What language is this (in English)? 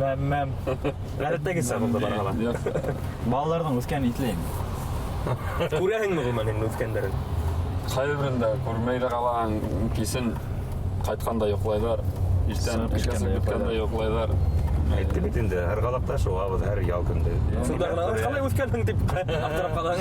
Bashkir